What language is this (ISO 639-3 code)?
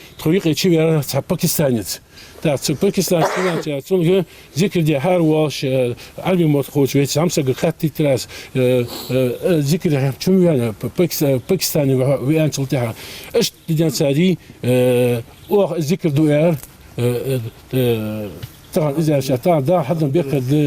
inh